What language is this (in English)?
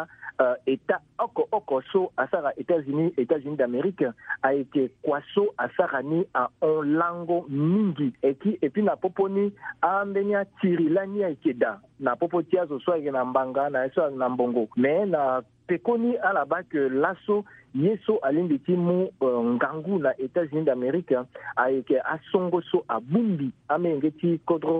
Sango